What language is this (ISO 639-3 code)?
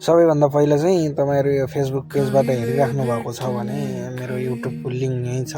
nep